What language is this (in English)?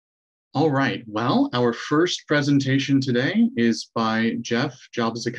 English